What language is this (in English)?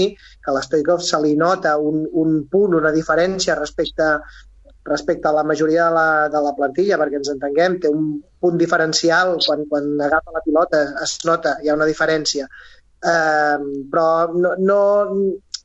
Catalan